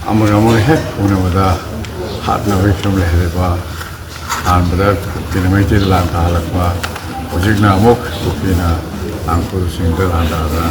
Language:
Manipuri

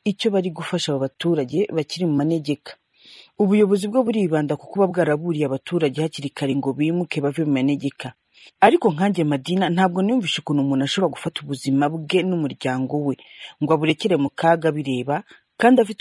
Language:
Kinyarwanda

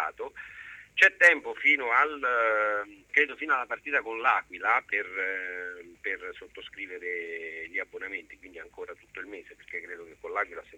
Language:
Italian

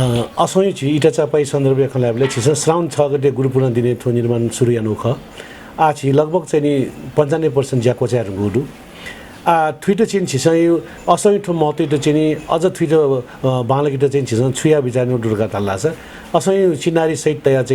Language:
Newari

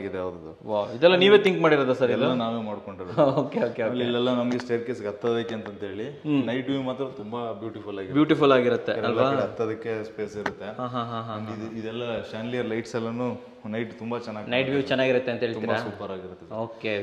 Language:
Kannada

